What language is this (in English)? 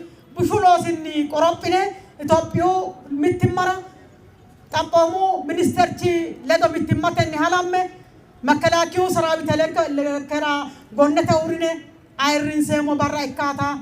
Sidamo